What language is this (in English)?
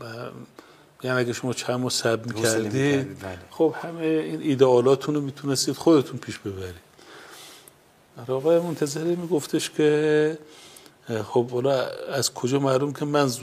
Persian